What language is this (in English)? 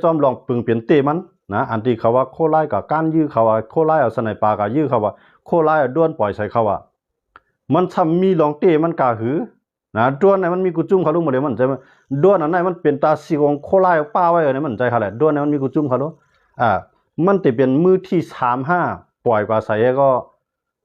Shan